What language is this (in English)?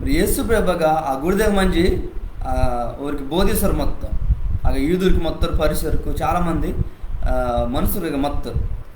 Koya